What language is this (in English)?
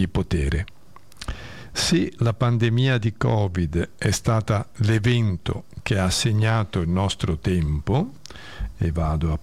Italian